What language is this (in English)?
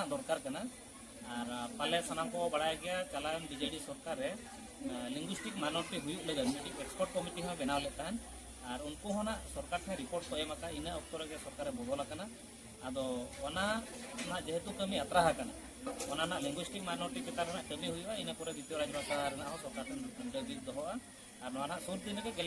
Santali